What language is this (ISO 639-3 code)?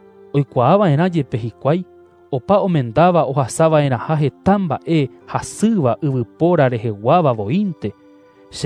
grn